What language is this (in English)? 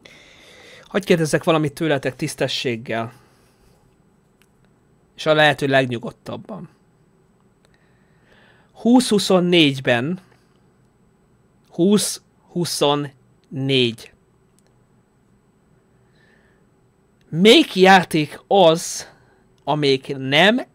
Hungarian